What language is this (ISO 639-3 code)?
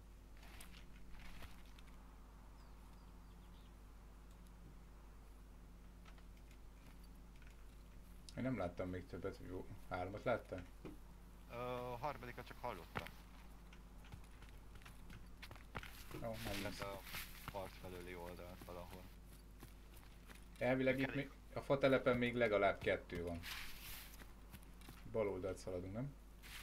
hun